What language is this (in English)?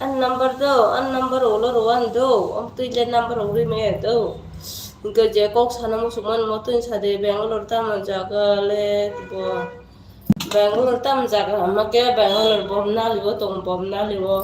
Kok Borok